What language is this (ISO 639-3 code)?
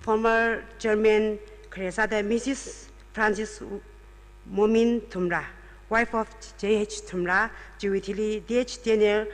nmf